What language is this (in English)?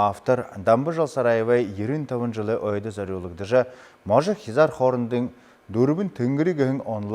Buriat